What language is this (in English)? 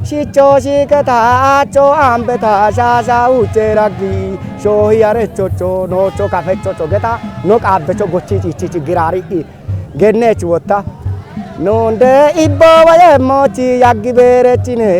Kafa